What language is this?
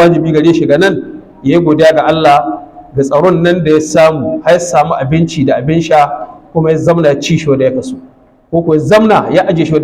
Hausa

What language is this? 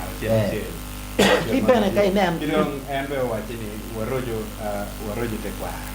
Acoli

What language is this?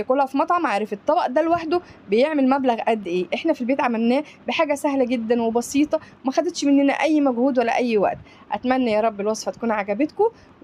Egyptian Arabic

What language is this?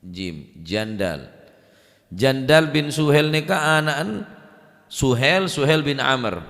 Madurese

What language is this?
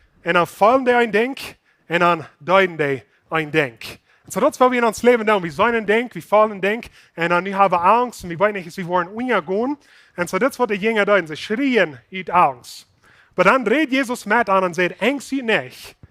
Plautdietsch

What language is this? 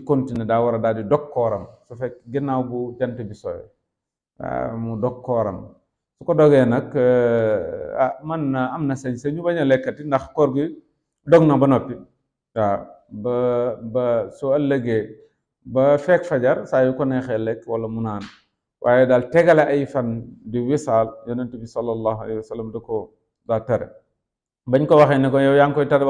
Wolof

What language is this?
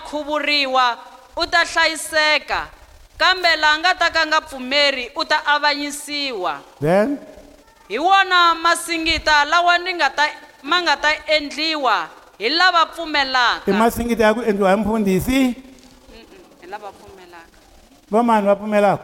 Tsonga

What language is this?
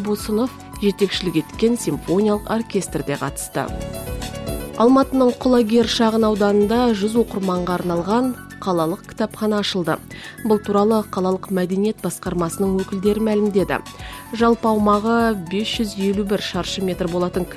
Kazakh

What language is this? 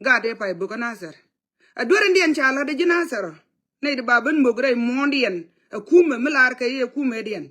Nuer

